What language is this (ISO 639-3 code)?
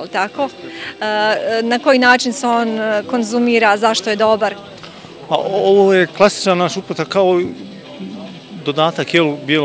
bos